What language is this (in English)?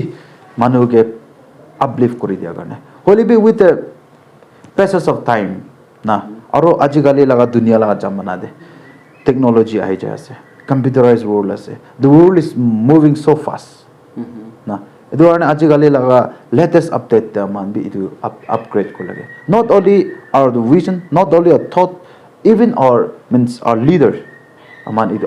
Naga Pidgin